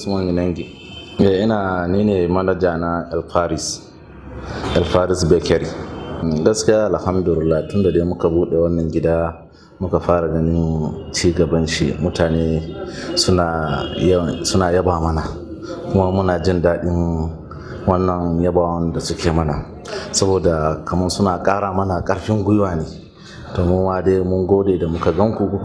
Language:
Hausa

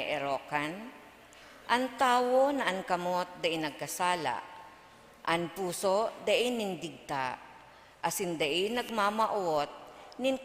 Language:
Bikol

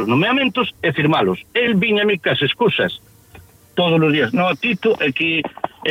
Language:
Galician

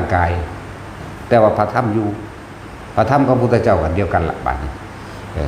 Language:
Northeastern Thai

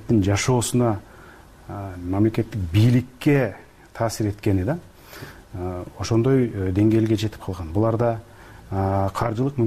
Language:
Kyrgyz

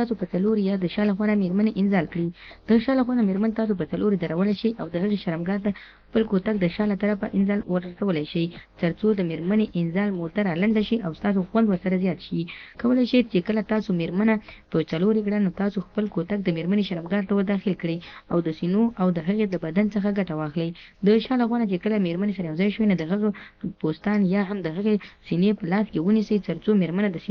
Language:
Pashto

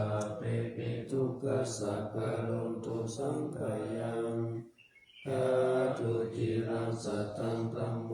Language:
Pali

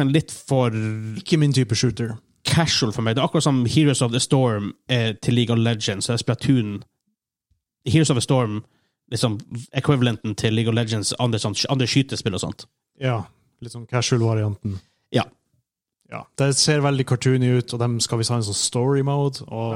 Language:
Norwegian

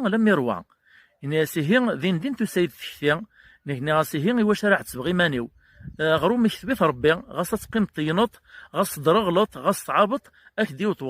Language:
Kabyle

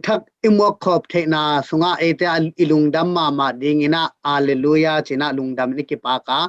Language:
Tedim Chin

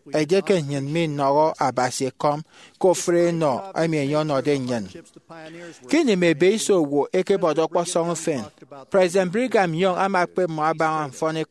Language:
Efik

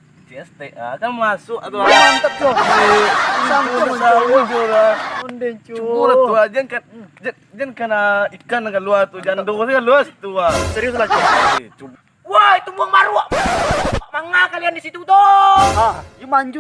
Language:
Minangkabau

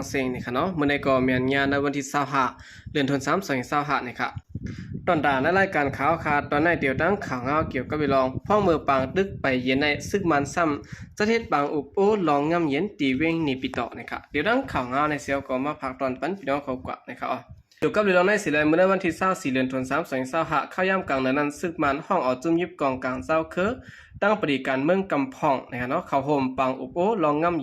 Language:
Shan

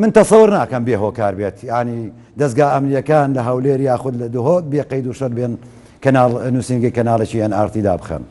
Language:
Central Kurdish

